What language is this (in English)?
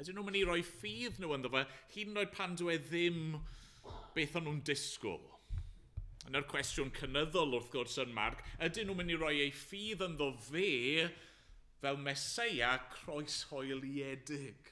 Welsh